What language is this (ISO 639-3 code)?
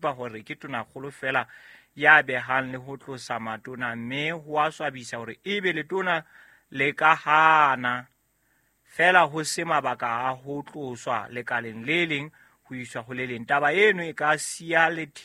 sot